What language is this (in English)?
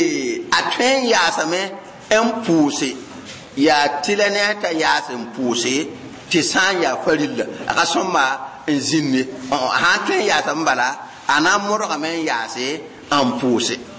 Mossi